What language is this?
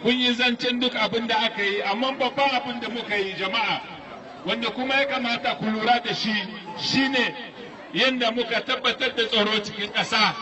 Hausa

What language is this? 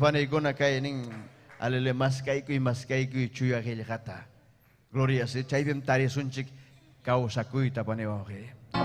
Ayacucho Quechua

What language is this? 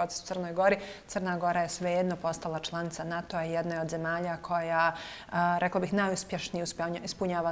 Bosnian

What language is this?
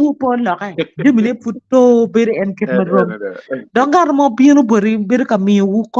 Acoli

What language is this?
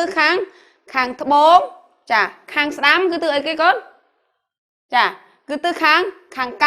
Khmer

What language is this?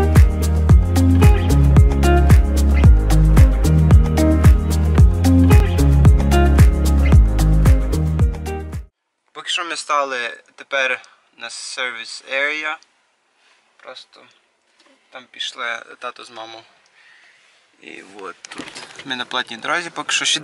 Ukrainian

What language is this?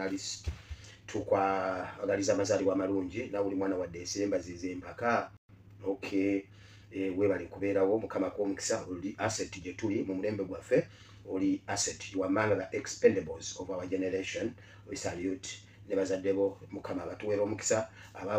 Ganda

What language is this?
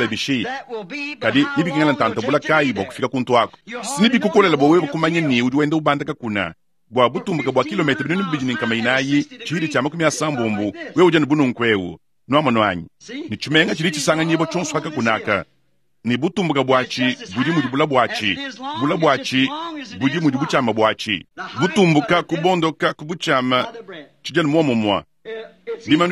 Luba-Lulua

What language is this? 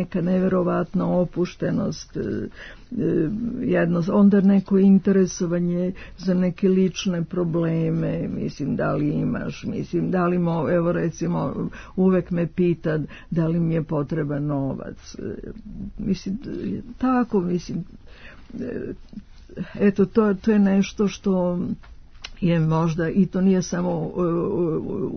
Serbian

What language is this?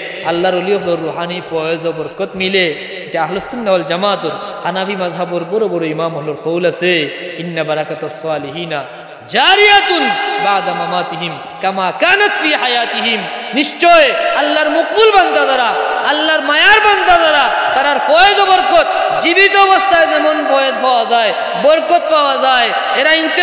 Sylheti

